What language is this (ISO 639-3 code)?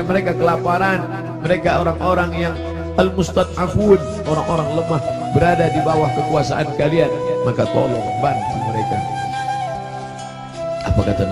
ind